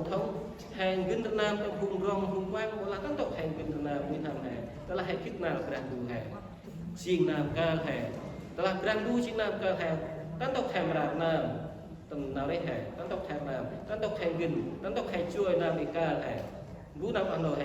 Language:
Central Mnong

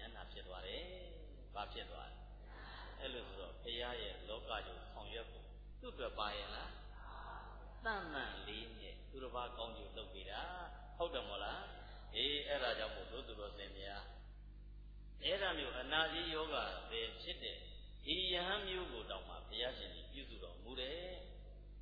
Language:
Burmese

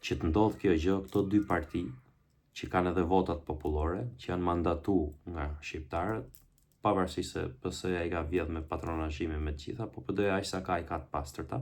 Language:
Albanian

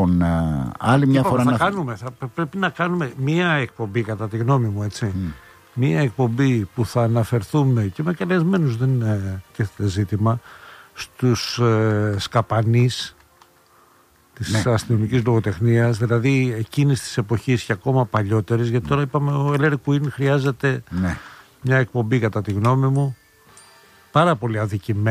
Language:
Greek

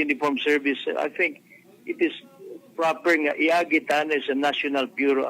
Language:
Waray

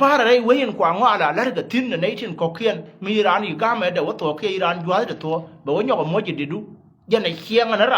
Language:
Nuer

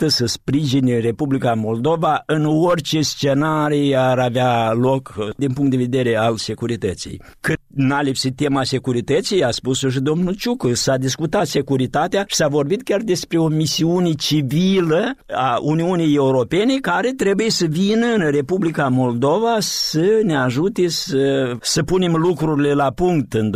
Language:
Romanian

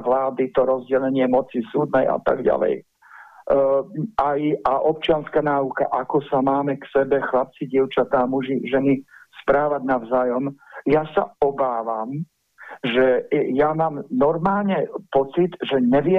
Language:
Slovak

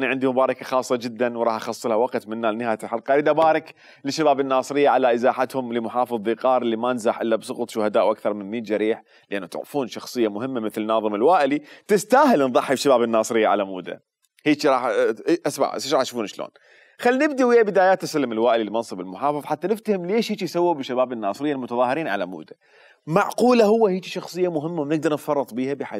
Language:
Mesopotamian Arabic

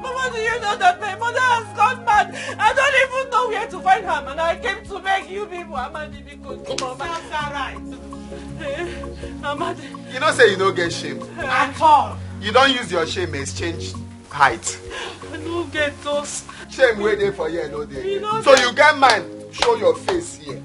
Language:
Nigerian Pidgin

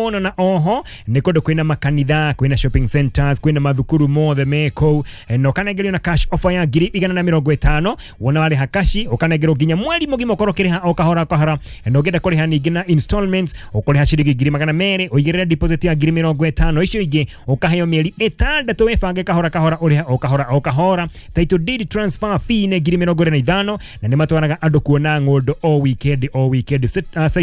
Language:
Kikuyu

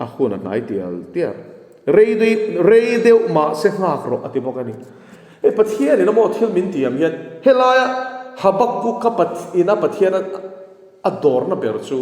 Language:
Mizo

